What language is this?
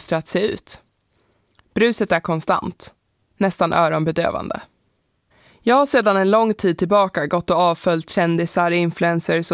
Swedish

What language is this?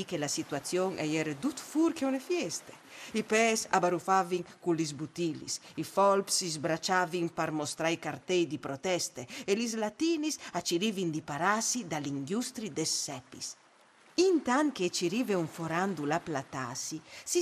Friulian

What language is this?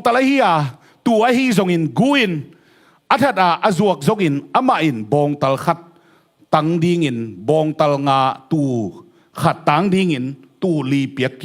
Tedim Chin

